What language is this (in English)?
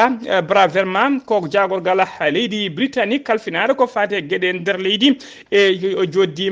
Fula